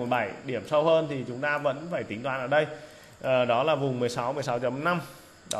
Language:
Vietnamese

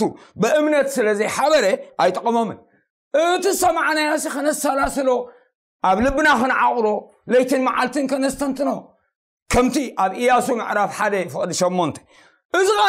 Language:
Tigrinya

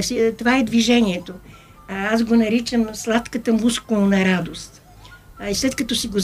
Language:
Bulgarian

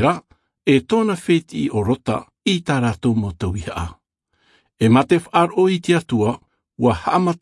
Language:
Tahitian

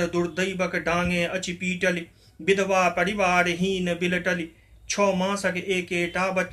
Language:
Maithili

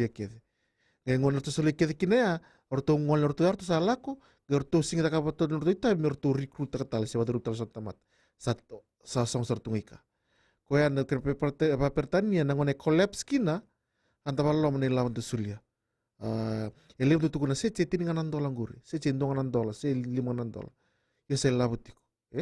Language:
Fijian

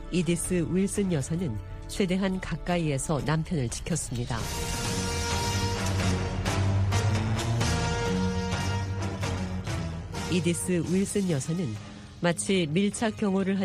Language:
Korean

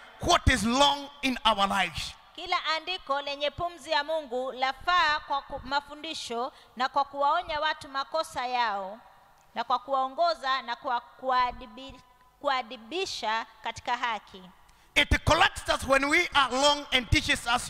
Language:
Swahili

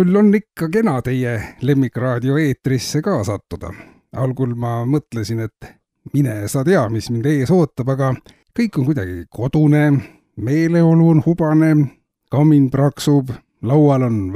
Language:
Estonian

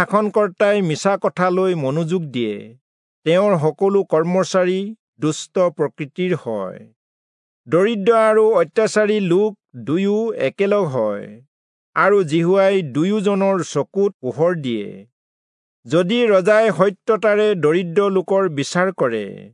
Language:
Assamese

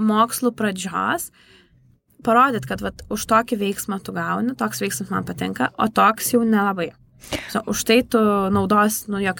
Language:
Lithuanian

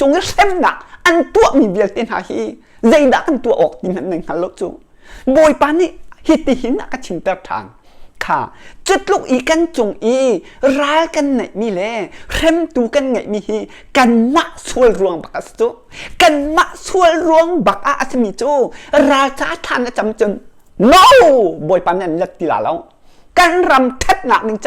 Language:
Hakha Chin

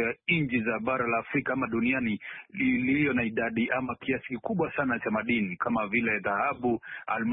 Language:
Swahili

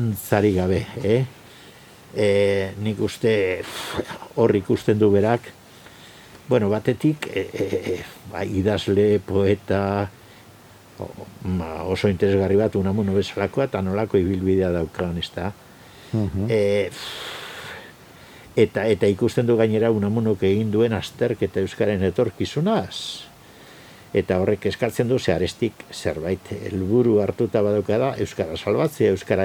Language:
Basque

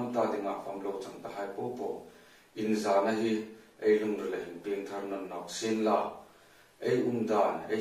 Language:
Hmar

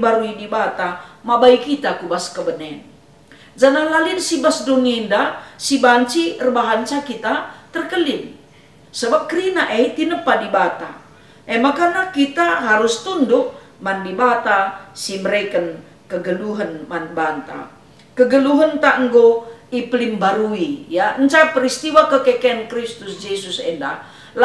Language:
Batak Karo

